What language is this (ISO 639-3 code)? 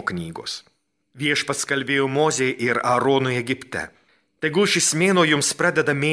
lit